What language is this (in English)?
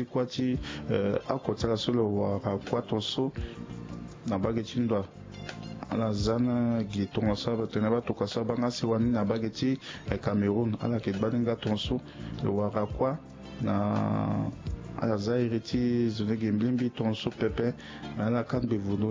Sango